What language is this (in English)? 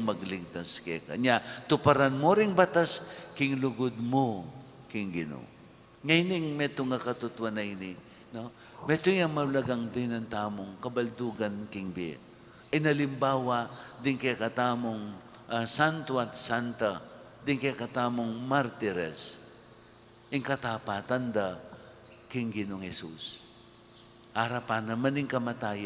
Pampanga